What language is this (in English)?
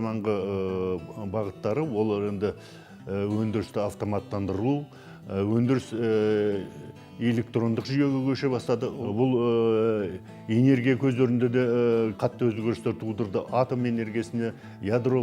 Kazakh